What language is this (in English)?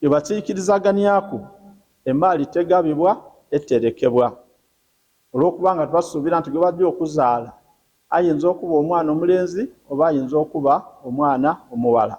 Ganda